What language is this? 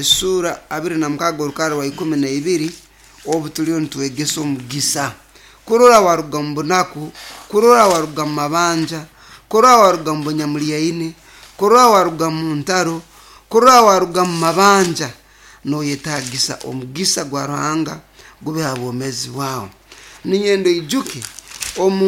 Nyoro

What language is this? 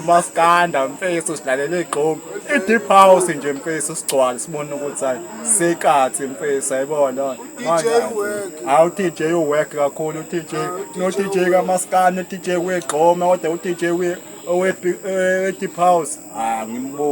Zulu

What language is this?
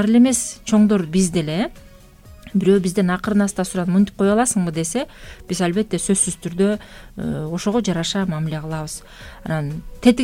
Kyrgyz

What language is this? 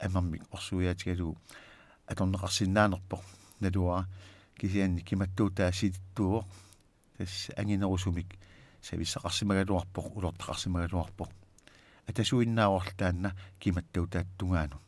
Kalaallisut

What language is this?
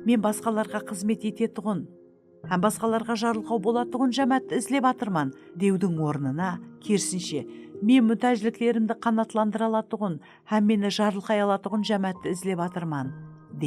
Kara-Kalpak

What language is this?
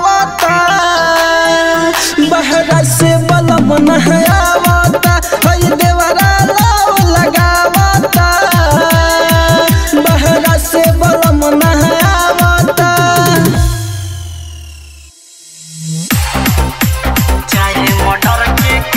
Bhojpuri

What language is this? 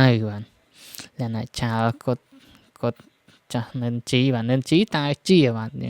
Khmer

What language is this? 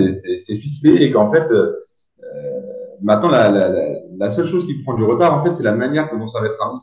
French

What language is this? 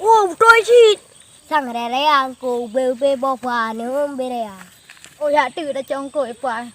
Achinese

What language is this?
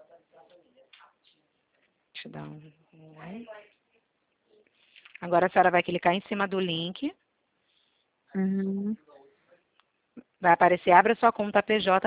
Portuguese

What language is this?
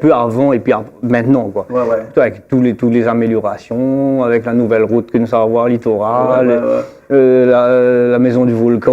Réunion Creole French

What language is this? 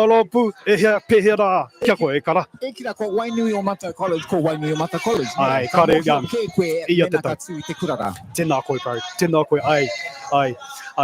Māori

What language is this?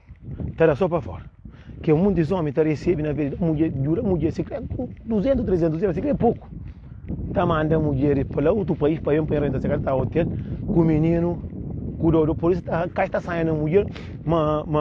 Kabuverdianu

